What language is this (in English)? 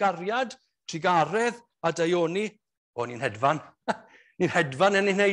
Welsh